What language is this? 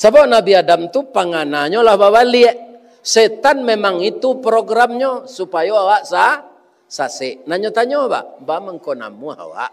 Minangkabau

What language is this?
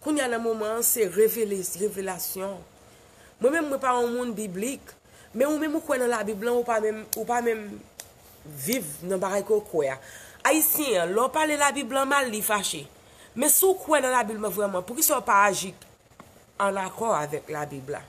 Haitian Creole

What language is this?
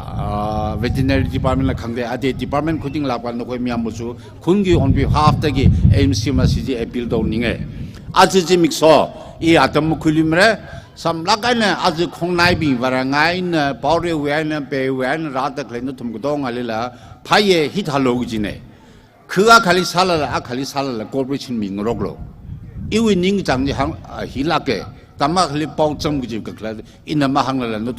Tangkhul Naga (India)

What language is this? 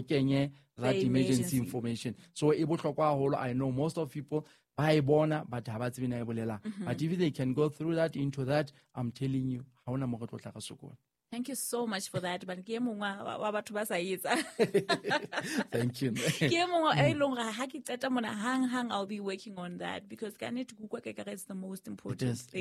Southern Sotho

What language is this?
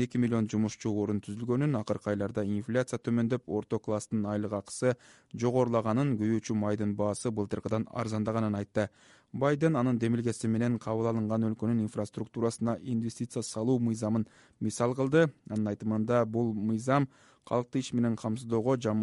Kyrgyz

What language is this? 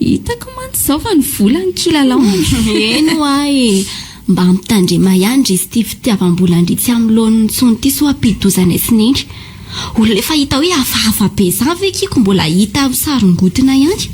Malagasy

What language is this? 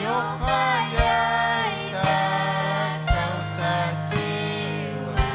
Ayacucho Quechua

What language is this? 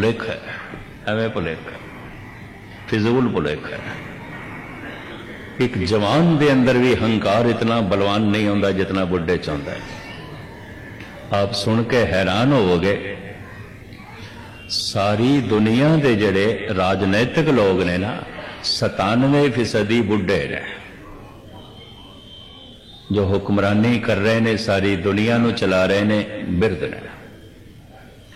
Punjabi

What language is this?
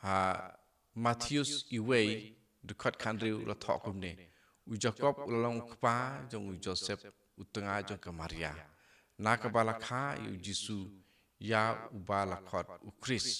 Khasi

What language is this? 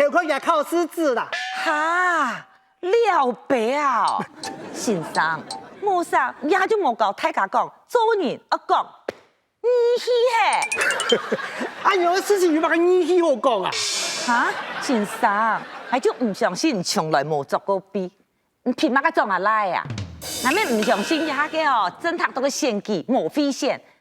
Hakka Chinese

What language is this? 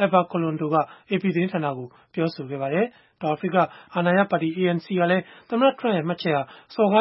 Burmese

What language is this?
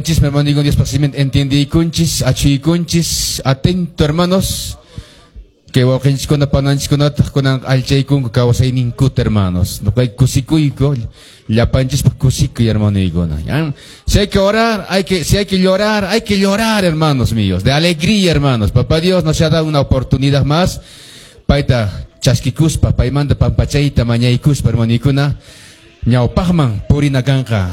Quechua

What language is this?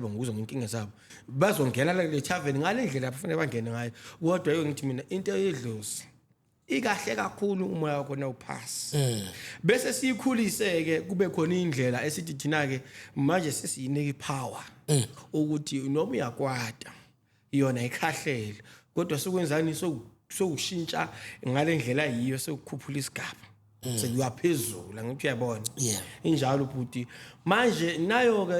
Zulu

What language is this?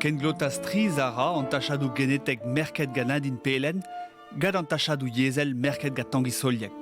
Breton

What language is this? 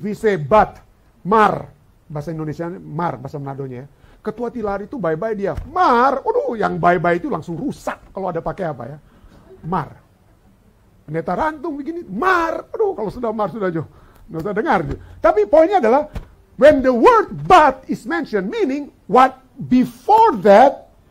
Indonesian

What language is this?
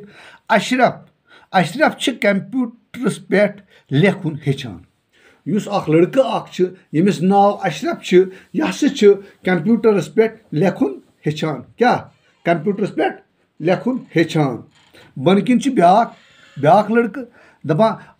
Kashmiri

